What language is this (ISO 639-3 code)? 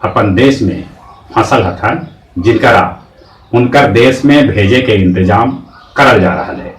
mag